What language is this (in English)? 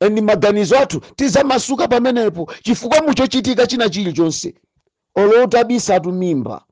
Nyanja